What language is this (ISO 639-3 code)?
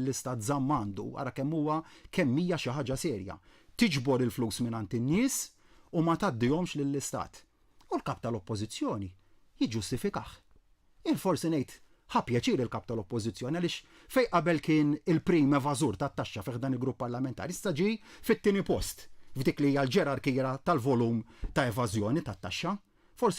mlt